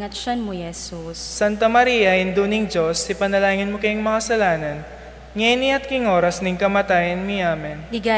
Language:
Pampanga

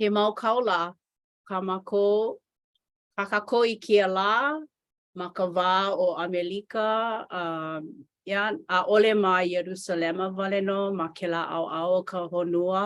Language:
Hawaiian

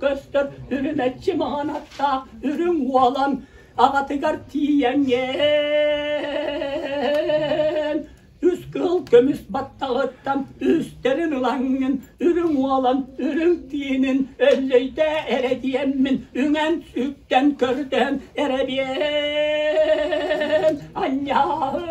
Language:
Yakut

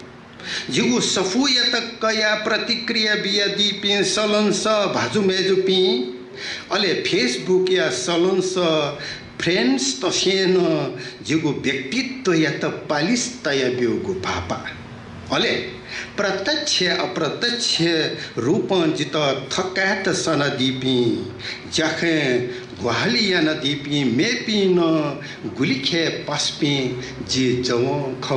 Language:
Newari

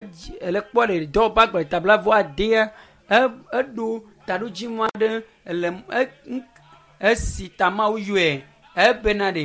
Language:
Ewe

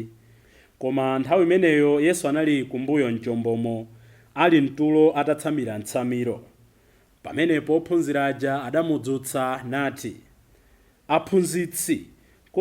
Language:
Nyanja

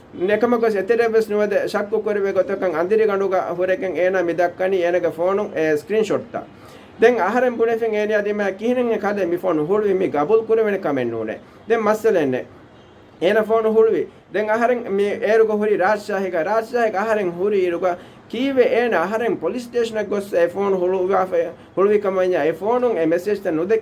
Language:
Divehi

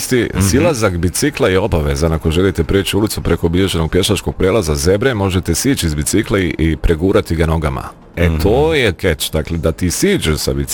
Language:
Bosnian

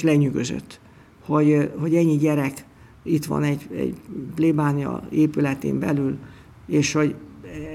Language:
Hungarian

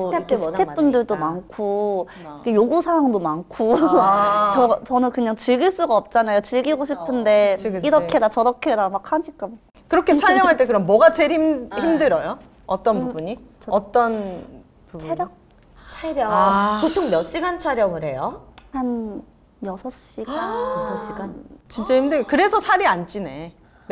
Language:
Korean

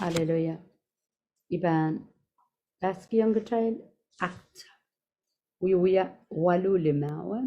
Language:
Pohnpeian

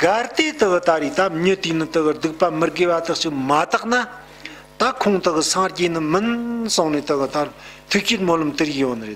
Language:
Tibetan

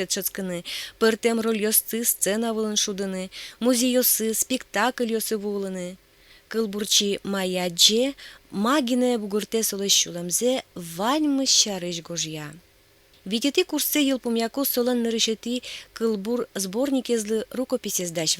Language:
Udmurt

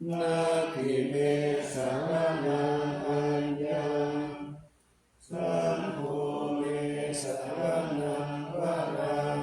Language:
Pali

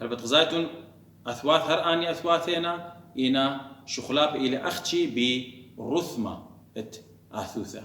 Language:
Assyrian Neo-Aramaic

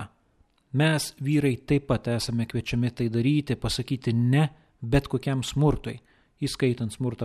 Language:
Lithuanian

